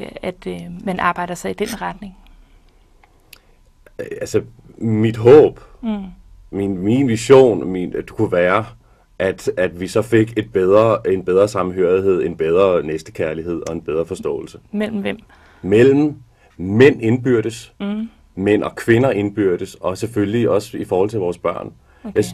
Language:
Danish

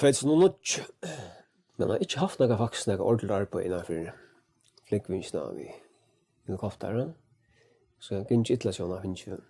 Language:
Faroese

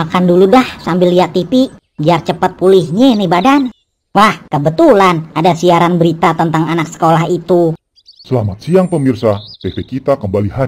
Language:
Betawi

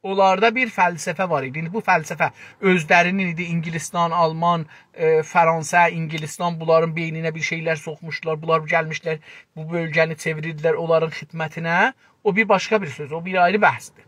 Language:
South Azerbaijani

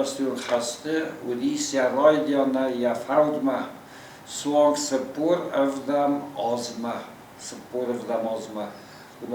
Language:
Ossetic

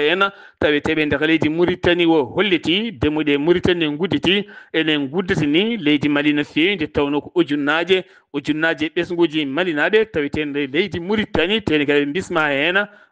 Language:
Fula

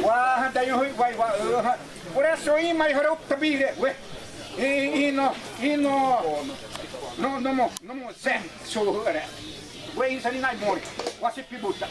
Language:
Xavánte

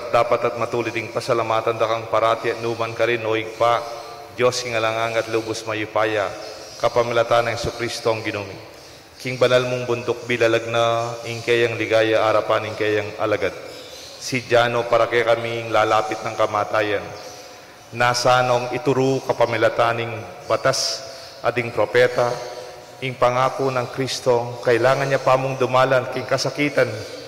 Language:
Pampanga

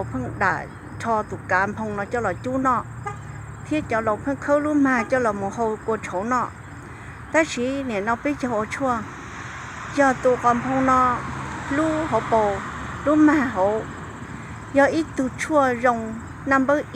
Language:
Hmong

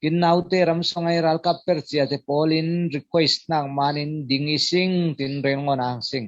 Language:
Falam Chin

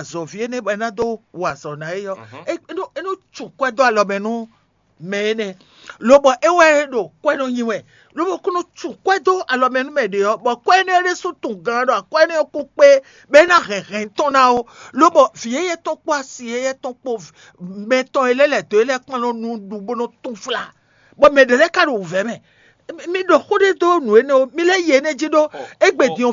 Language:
Fon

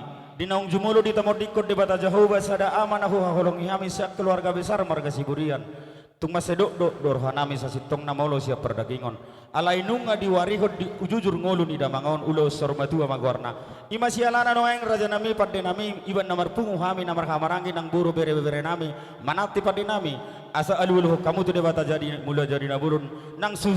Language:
Batak Toba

